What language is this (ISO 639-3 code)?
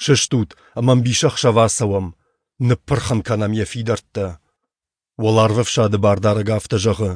oss